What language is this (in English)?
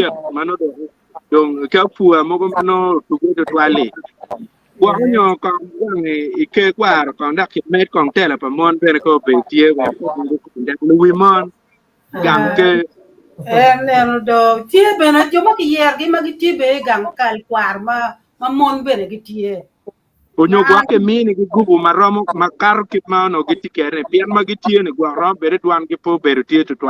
Acoli